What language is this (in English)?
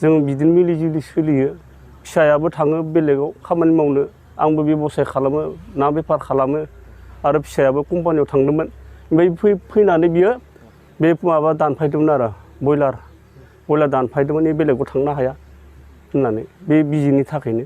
Bodo